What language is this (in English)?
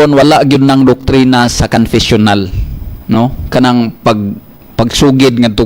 Cebuano